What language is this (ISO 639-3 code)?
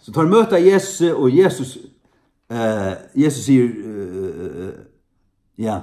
fao